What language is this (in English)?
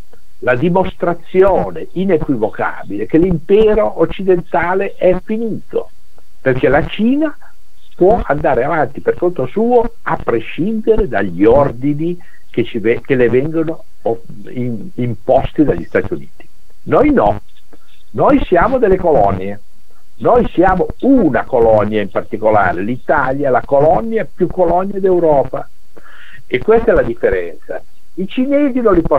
Italian